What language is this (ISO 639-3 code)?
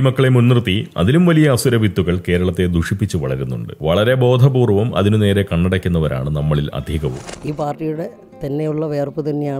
mal